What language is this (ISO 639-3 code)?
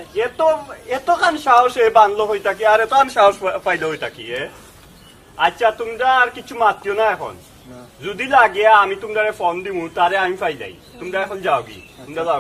syl